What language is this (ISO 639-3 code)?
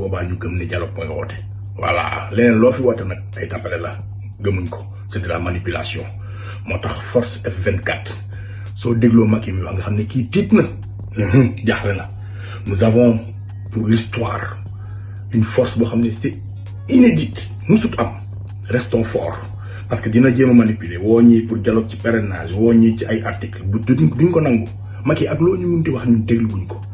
wol